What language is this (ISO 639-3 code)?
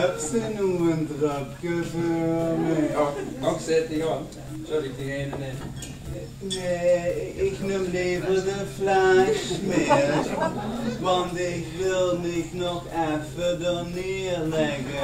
lim